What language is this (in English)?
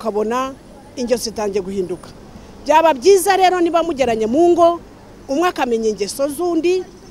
Kinyarwanda